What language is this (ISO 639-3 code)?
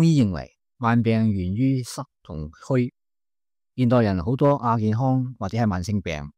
yue